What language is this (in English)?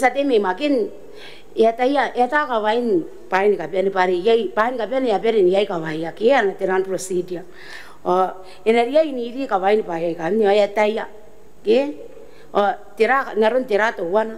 Gilbertese